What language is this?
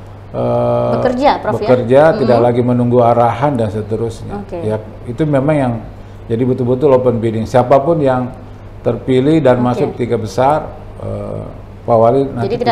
Indonesian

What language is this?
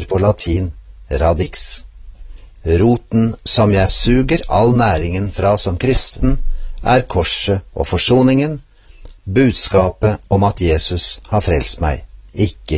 Norwegian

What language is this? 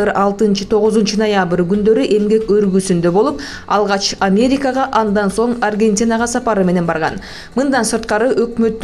Kyrgyz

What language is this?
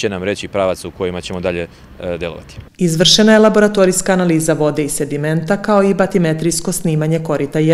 Serbian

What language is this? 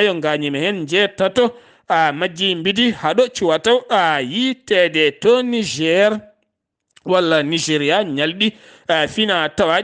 Fula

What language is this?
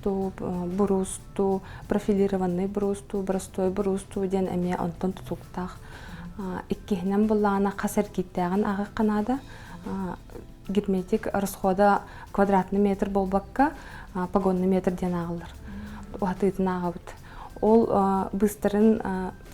Yakut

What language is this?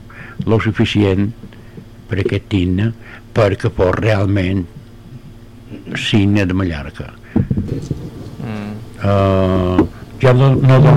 Catalan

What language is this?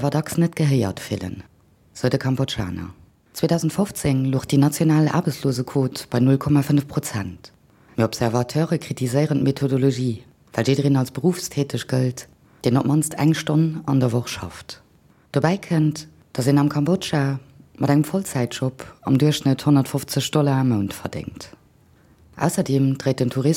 Luxembourgish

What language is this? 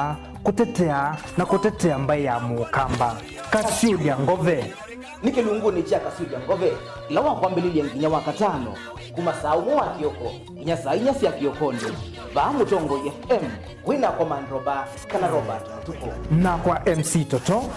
Kamba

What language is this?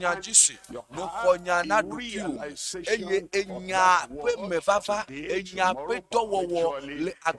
Ewe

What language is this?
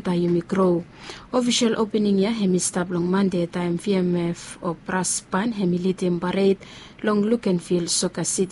Bislama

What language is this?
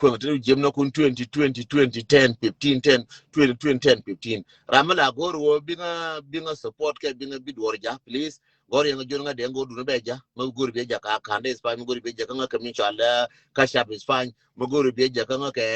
Nuer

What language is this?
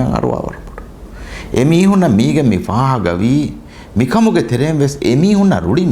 Divehi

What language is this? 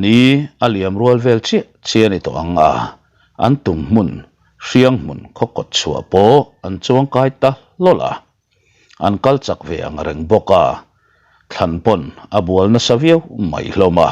Mizo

